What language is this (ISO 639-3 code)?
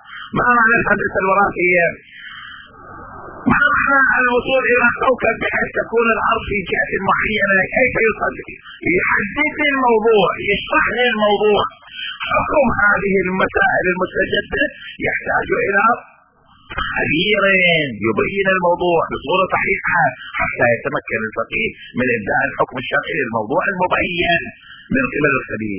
ara